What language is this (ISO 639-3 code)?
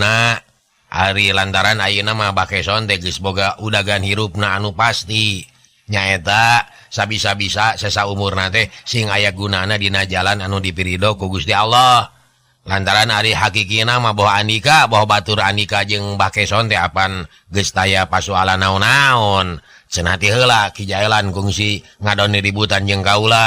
sun